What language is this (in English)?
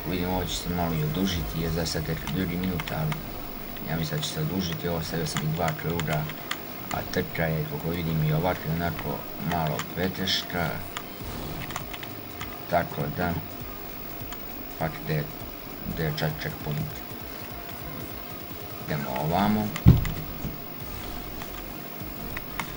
Croatian